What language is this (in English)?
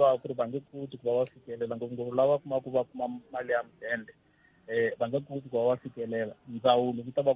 Tsonga